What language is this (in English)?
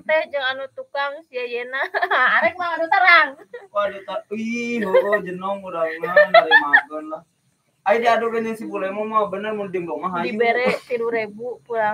Sundanese